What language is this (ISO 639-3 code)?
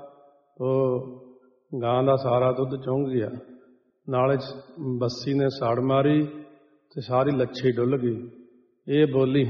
pan